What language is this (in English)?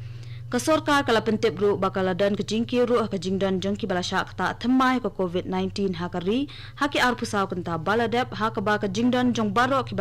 Khasi